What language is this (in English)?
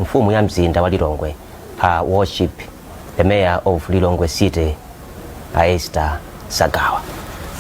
Nyanja